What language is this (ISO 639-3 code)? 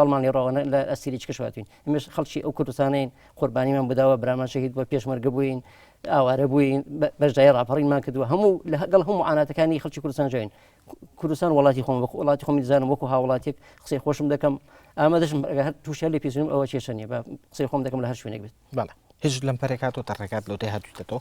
ckb